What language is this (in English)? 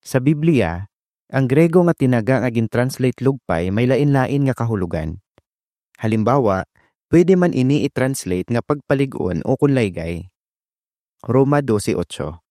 Hiligaynon